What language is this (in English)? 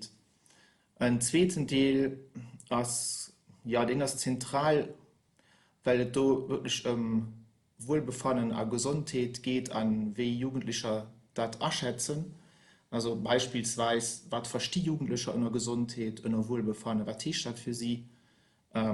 Luxembourgish